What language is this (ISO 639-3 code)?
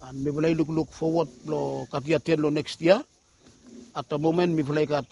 bis